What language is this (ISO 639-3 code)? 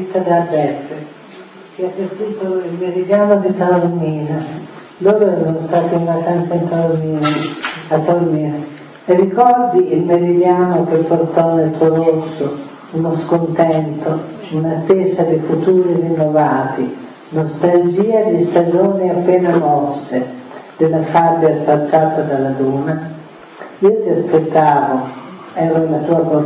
ita